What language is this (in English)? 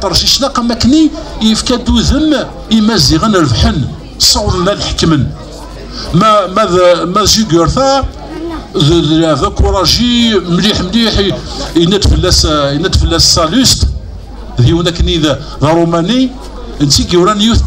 Kabyle